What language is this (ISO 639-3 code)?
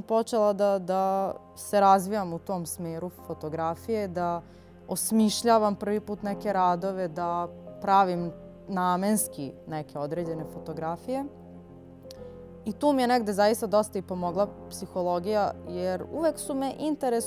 srp